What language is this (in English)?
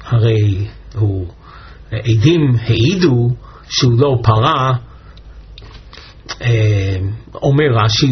Hebrew